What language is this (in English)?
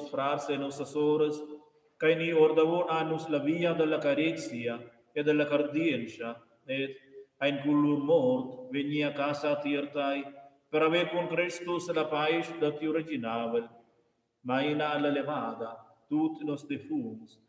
Romansh